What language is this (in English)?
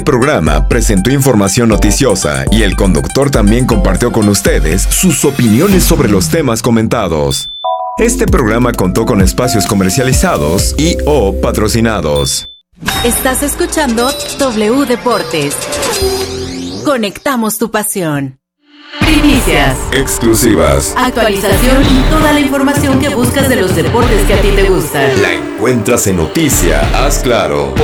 Spanish